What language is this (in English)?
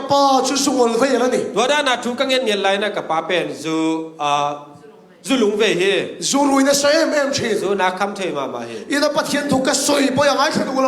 Tedim Chin